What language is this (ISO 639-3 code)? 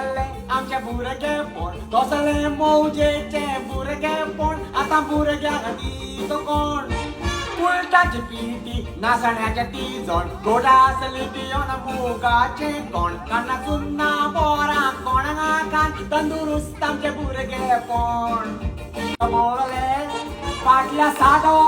kok